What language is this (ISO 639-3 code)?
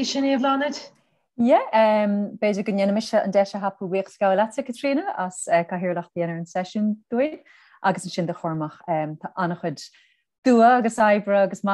gle